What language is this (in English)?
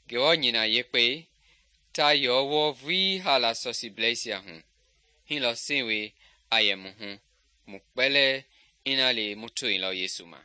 Mende